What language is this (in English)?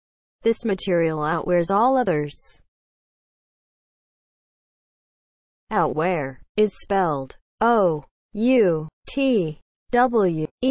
English